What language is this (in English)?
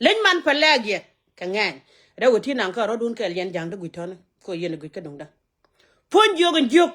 Nuer